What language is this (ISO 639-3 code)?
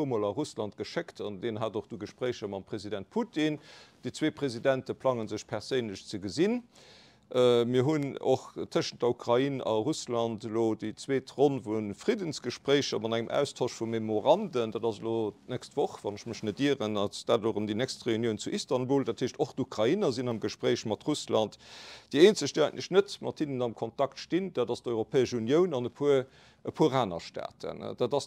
ltz